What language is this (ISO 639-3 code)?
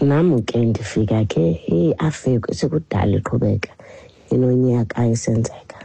xho